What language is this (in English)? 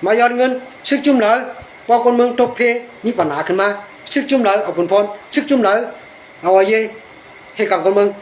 Shan